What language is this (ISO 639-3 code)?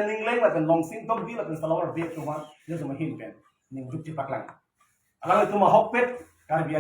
mjw